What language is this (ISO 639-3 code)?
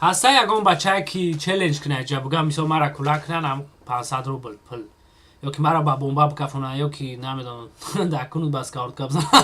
tgk